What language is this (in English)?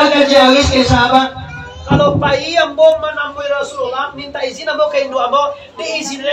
Minangkabau